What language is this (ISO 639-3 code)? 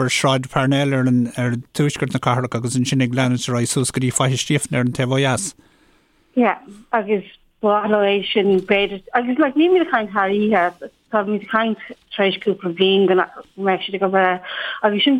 gle